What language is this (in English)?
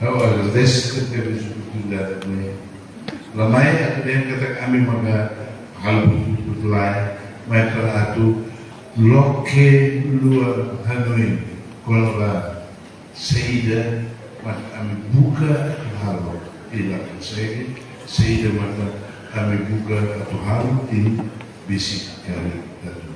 Tetum